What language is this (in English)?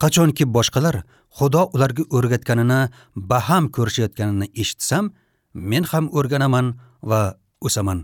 Uzbek